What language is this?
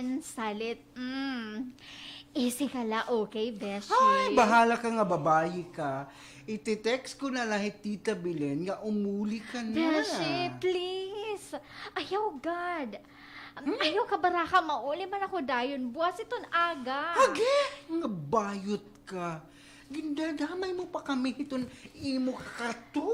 Waray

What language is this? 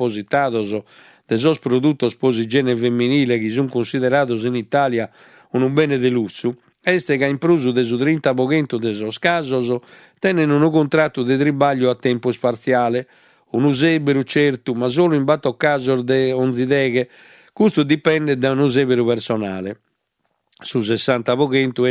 Sardinian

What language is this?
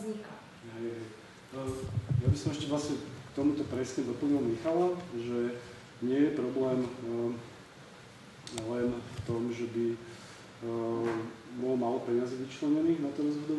Slovak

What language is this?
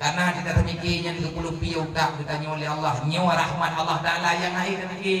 Achinese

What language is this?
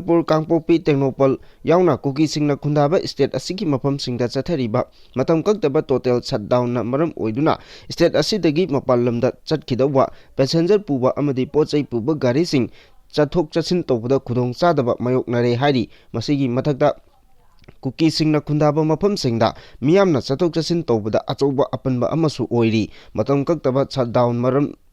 Manipuri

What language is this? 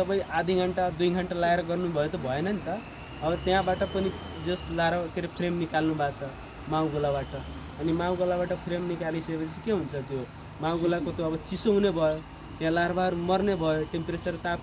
Nepali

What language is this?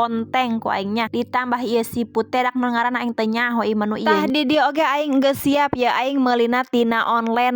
Sundanese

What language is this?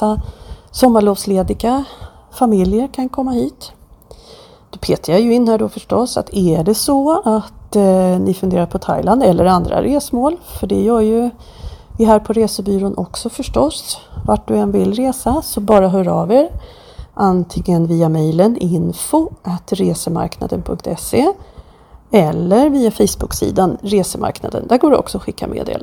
Swedish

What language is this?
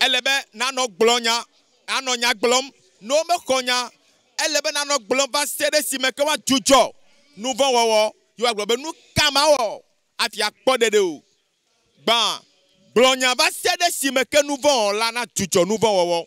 Ewe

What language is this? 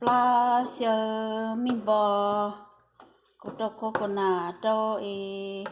Hmong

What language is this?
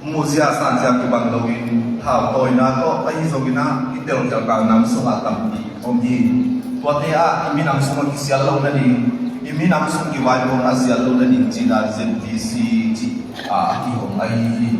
Tedim Chin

